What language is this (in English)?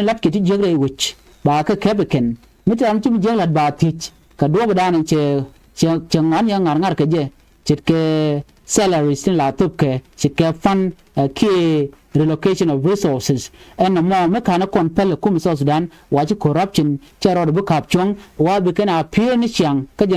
Nuer